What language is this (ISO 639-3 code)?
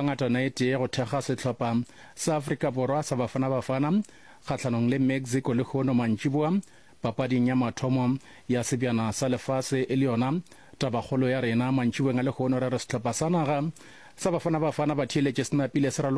nso